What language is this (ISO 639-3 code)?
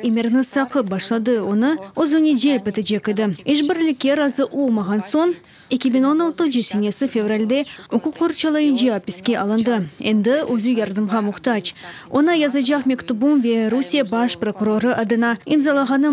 crh